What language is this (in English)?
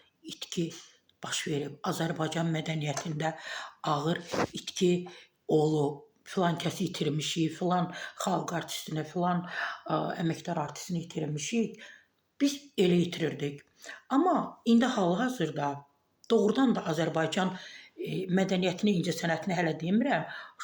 Azerbaijani